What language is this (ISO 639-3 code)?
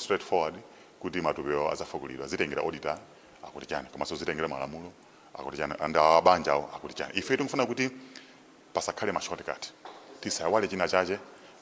nya